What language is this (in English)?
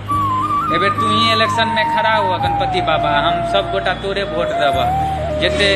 Maithili